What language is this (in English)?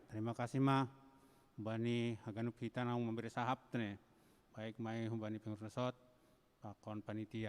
Batak Simalungun